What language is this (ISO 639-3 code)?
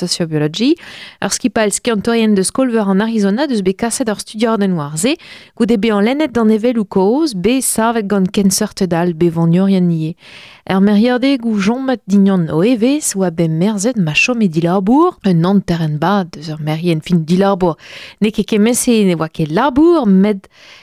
bre